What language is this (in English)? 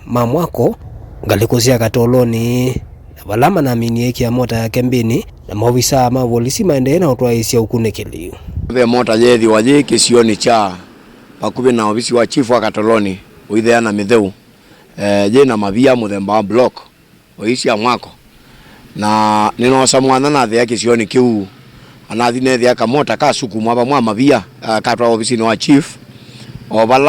Kamba